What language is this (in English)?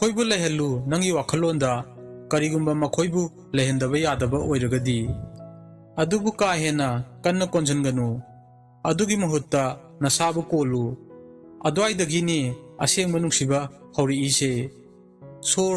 Manipuri